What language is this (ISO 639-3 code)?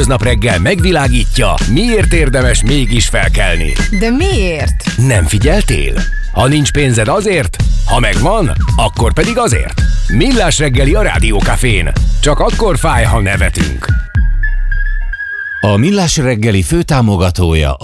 hun